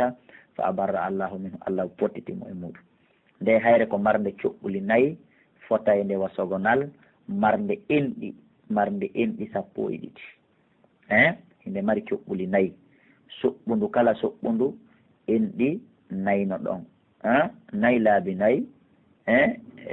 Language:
Pular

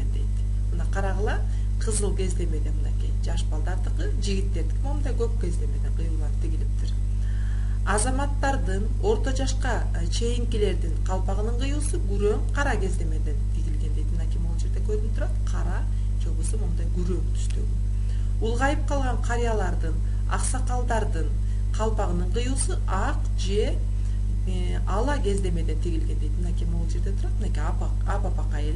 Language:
Kyrgyz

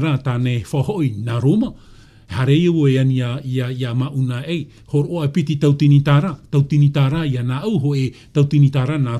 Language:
Tahitian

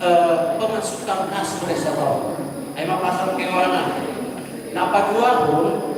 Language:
Batak Simalungun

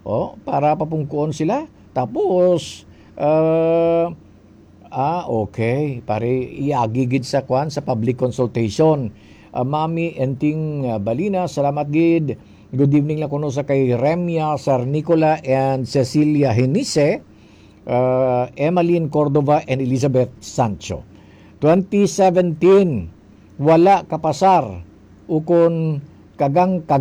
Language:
Hiligaynon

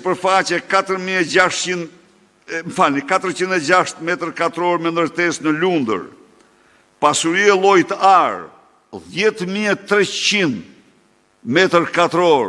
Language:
Albanian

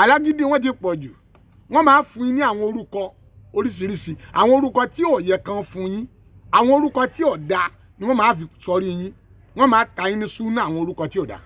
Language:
Yoruba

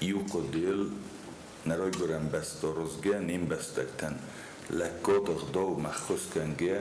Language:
Ossetic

